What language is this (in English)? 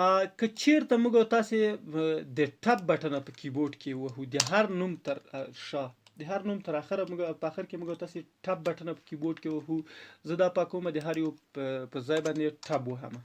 Pashto